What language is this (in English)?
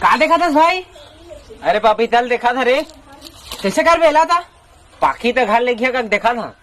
Chhattisgarhi